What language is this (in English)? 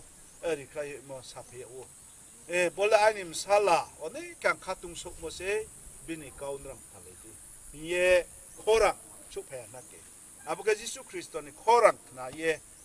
Riang (India)